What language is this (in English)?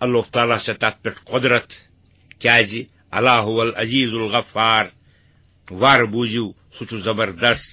Kashmiri